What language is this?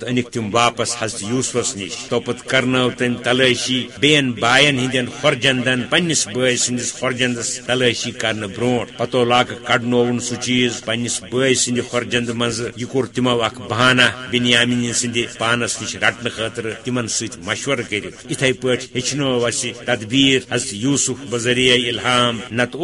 Kashmiri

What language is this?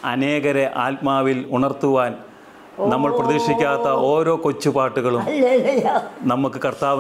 Malayalam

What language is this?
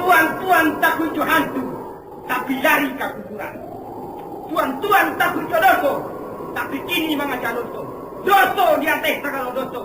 Minangkabau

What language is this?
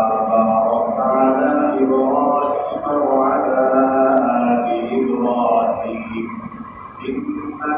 Bangla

